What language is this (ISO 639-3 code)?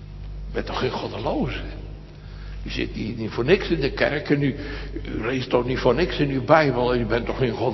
nld